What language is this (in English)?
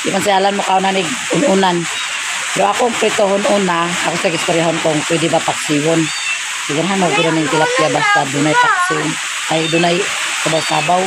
Cebuano